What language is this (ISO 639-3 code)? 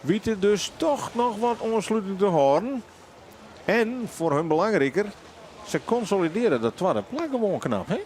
fry